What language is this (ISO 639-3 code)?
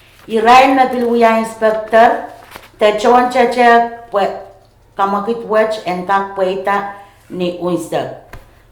pon